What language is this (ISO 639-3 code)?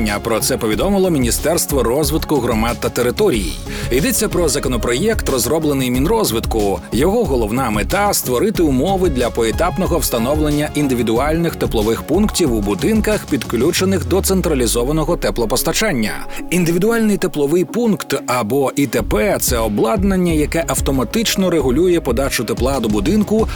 ukr